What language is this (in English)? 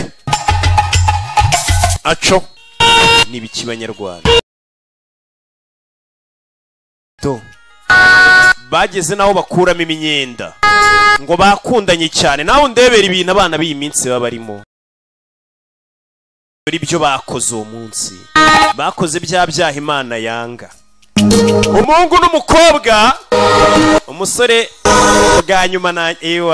Kinyarwanda